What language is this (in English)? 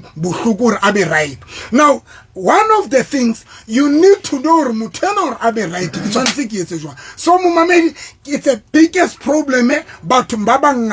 Southern Sotho